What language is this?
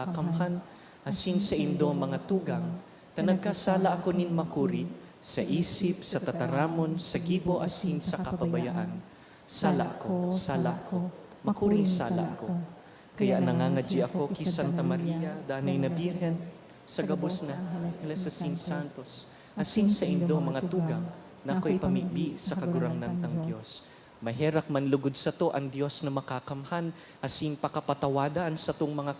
Bikol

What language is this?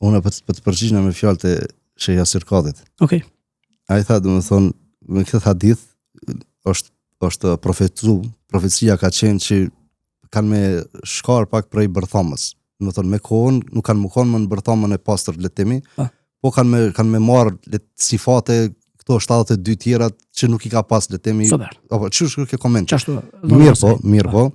Albanian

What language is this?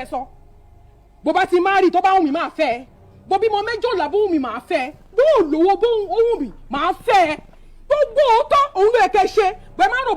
Yoruba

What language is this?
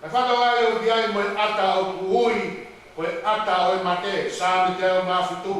Tongan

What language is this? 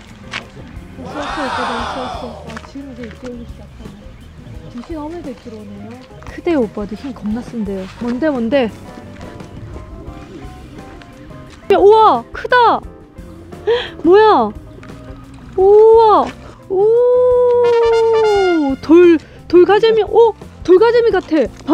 Korean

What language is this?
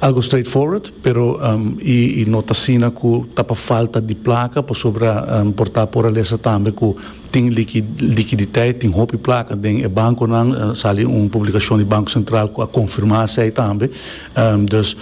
Papiamento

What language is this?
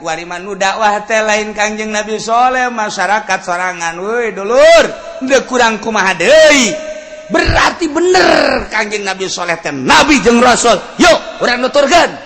Sundanese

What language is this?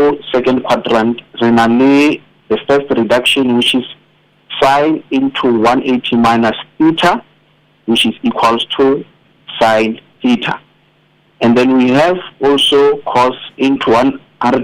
Southern Sotho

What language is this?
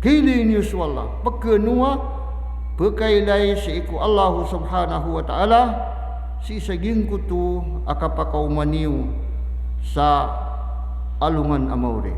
Maranao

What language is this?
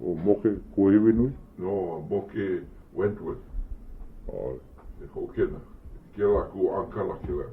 Hawaiian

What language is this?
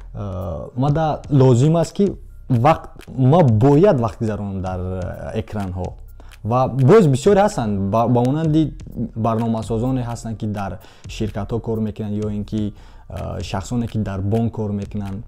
Tajik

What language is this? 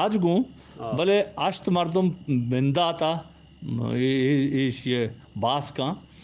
Eastern Balochi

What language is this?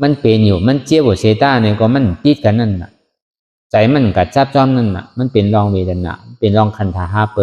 Shan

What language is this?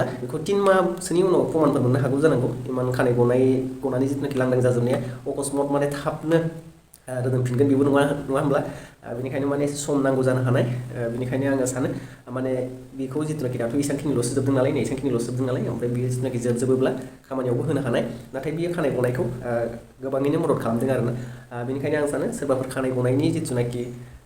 Bodo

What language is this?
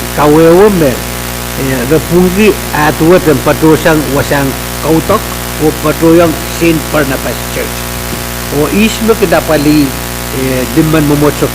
Pohnpeian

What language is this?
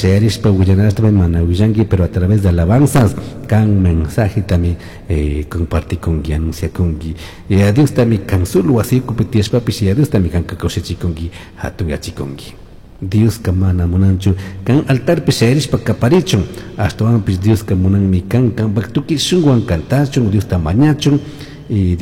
Chimborazo Highland Quichua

